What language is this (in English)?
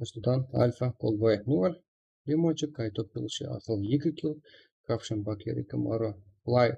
Kara-Kalpak